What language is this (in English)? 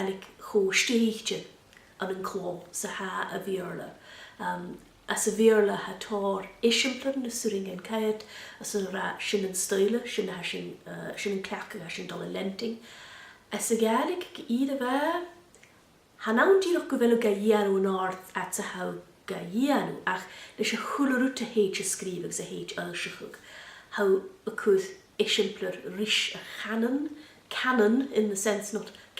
Scottish Gaelic